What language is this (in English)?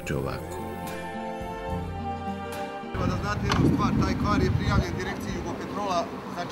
Serbian